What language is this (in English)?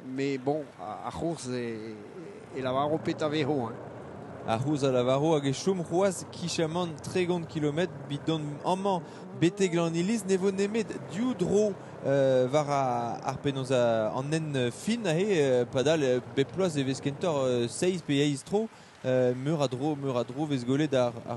Breton